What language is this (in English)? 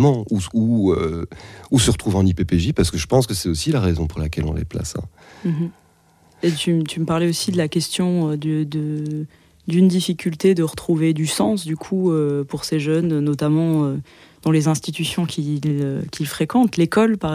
French